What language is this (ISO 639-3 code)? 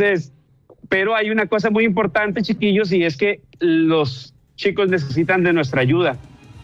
spa